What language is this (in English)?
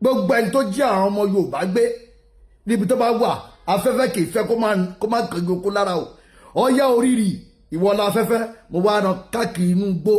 Yoruba